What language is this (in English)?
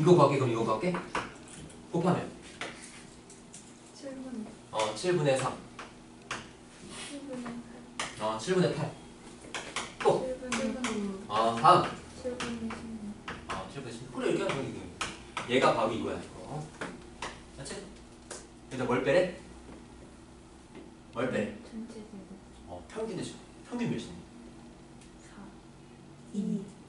Korean